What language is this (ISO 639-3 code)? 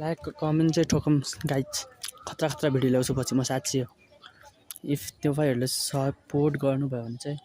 nep